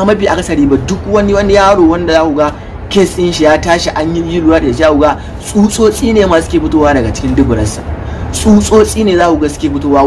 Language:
Hausa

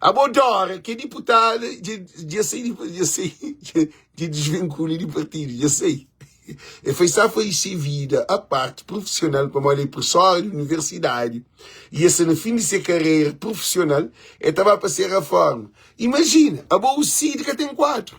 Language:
Kabuverdianu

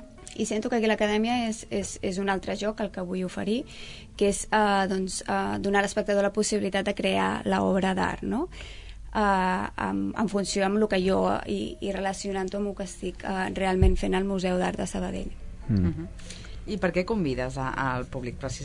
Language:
Catalan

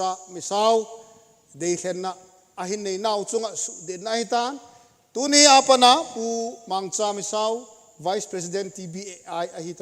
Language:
Thado Chin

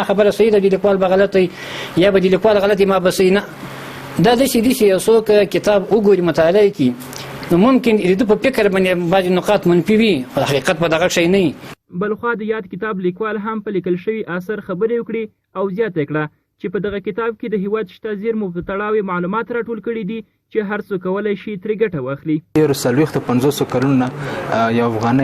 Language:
Pashto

